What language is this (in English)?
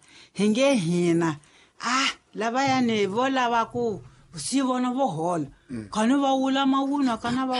Tsonga